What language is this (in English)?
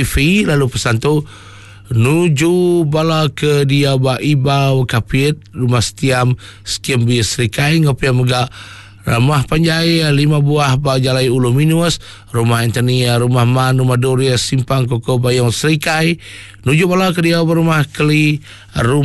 Iban